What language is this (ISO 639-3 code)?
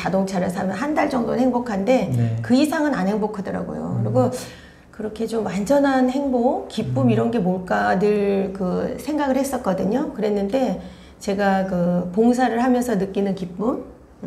kor